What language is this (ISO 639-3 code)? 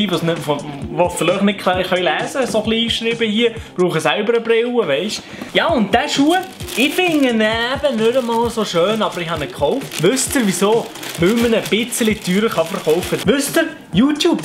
gsw